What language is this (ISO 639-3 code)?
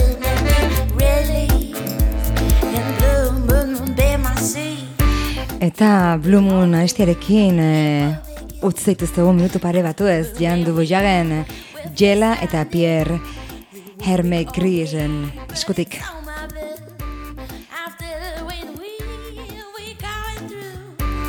eus